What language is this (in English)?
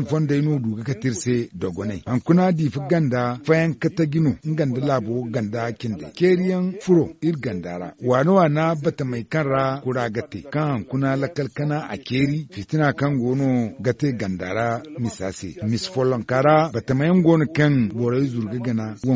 Zarma